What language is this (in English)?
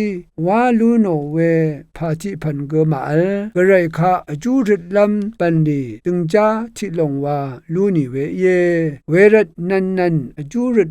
Rawang